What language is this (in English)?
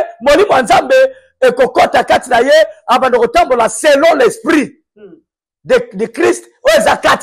Lingala